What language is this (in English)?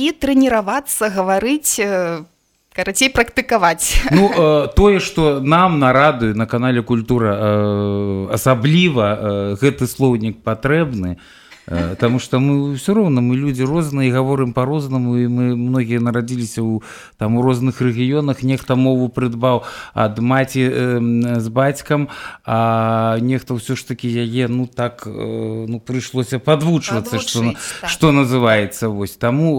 Belarusian